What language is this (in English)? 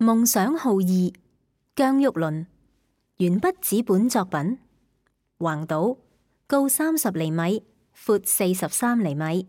Cantonese